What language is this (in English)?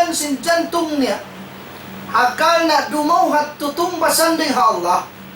Tausug